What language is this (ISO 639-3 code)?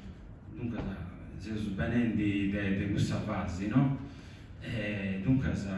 srd